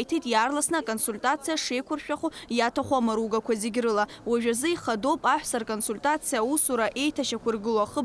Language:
Abkhazian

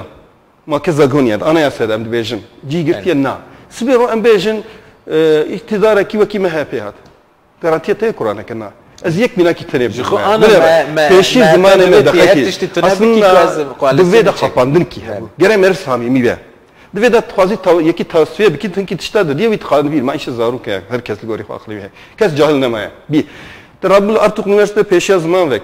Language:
Kurdish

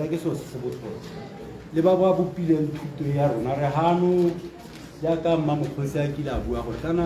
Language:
Tswana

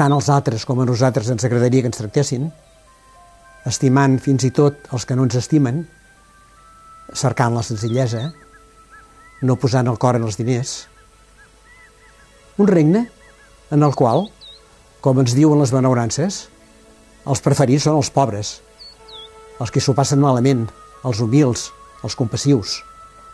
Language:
Catalan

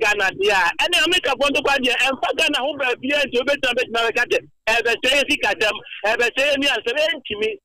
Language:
Akan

